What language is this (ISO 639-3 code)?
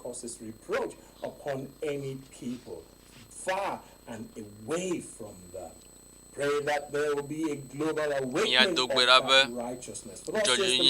ewe